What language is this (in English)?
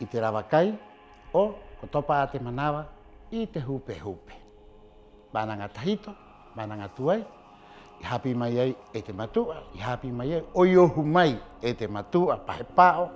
Rapanui